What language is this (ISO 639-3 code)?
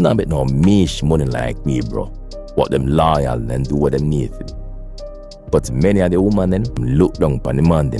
jam